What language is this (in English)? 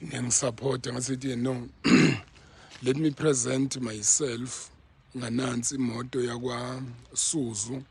Zulu